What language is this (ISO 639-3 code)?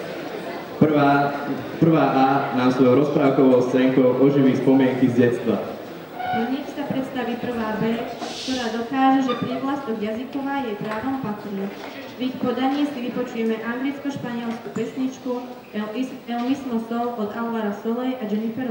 slk